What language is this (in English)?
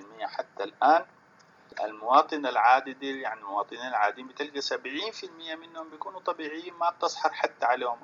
Sudanese Arabic